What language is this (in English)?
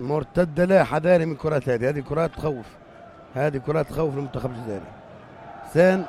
North Levantine Arabic